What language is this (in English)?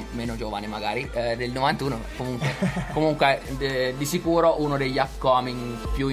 Italian